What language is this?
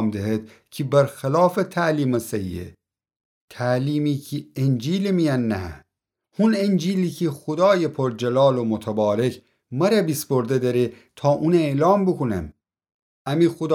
Gilaki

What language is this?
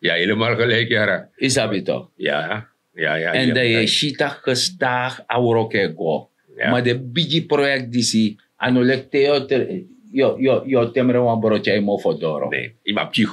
Sranan Tongo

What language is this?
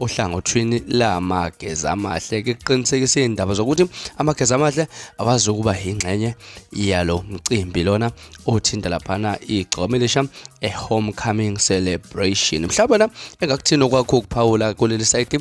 Zulu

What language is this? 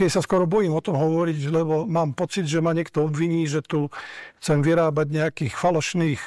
Slovak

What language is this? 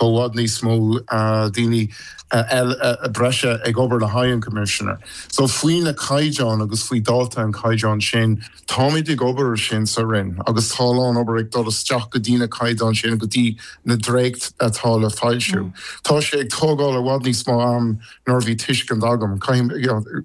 Irish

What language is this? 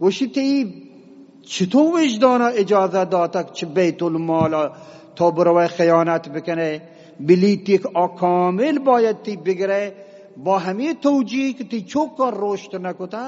Eastern Balochi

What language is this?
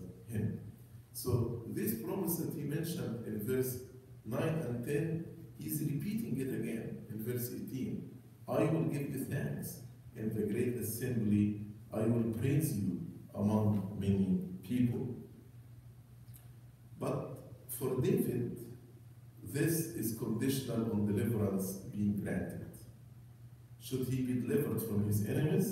English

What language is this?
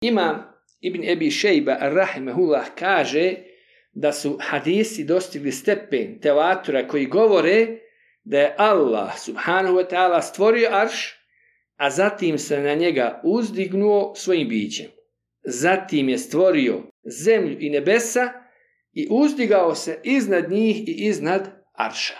Bosnian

